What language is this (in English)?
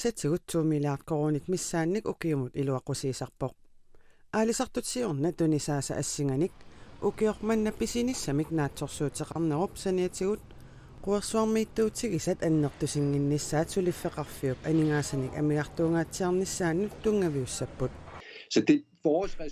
Kalaallisut